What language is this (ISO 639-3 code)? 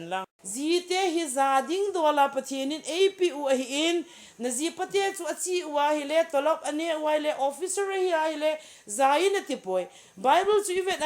tcz